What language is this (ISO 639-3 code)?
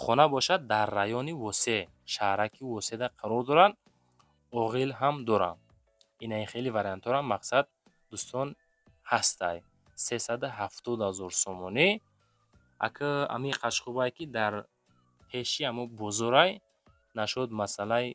tgk